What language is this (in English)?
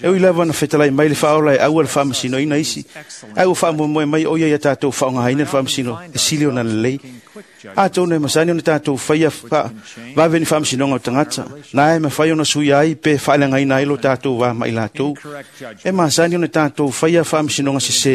Samoan